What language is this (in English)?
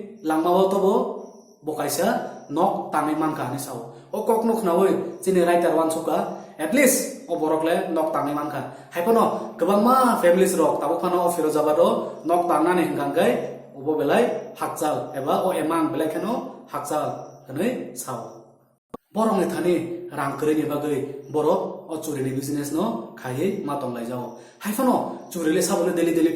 Kok Borok